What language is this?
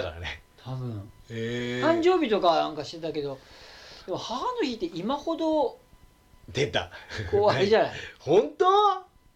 Japanese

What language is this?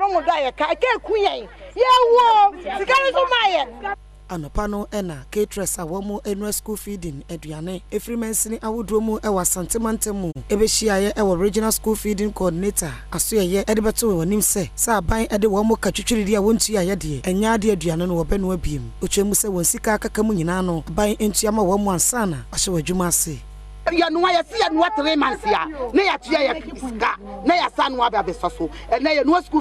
Akan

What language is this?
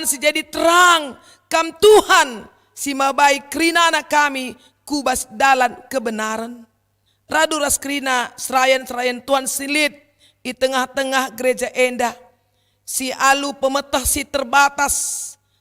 Batak Karo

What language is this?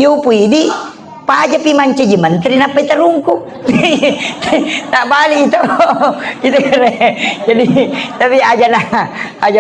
Buginese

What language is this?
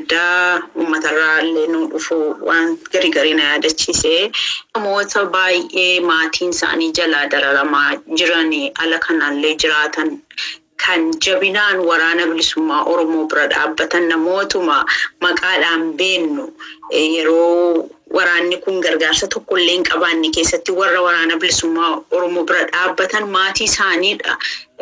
Oromo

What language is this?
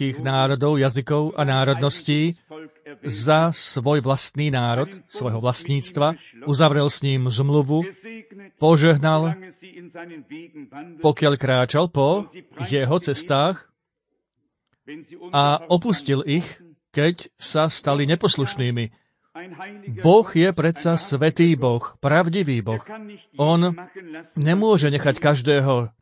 Slovak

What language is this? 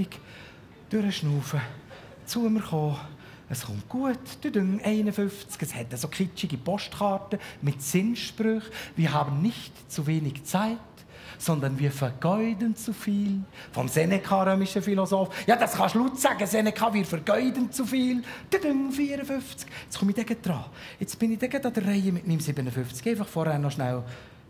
Swiss German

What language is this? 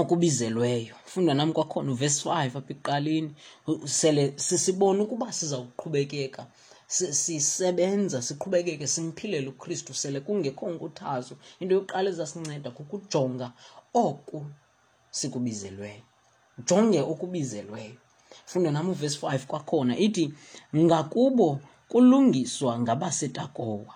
Xhosa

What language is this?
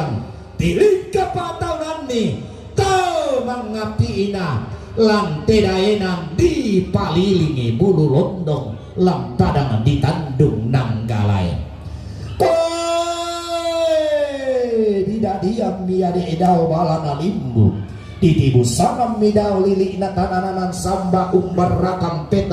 Toraja-Sa'dan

